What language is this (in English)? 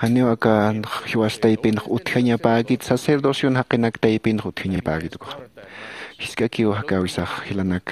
Aymara